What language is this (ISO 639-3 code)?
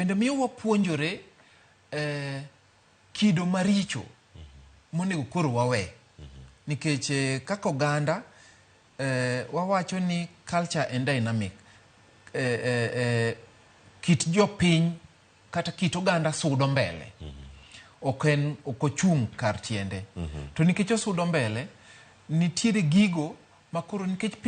luo